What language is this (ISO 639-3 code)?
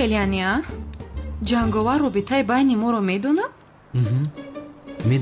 tgk